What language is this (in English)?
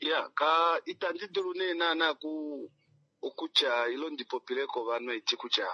Kuanyama